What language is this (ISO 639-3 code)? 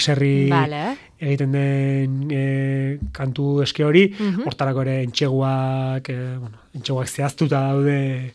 eus